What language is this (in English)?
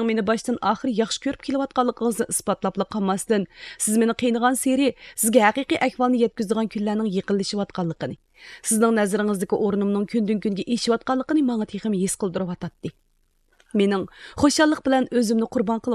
Uyghur